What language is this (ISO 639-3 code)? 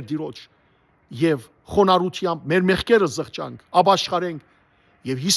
hyw